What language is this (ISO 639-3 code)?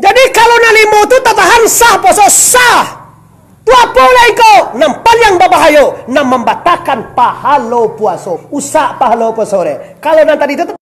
min